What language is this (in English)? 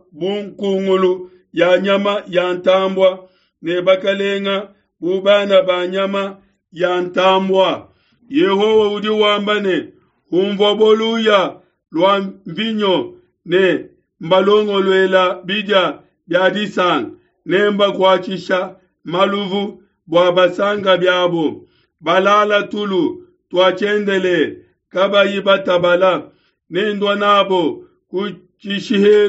Luba-Lulua